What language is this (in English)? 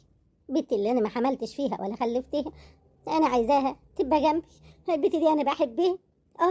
Egyptian Arabic